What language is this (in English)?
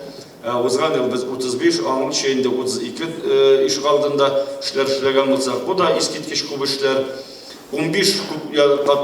Tatar